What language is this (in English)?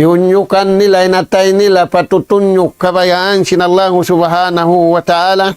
Tausug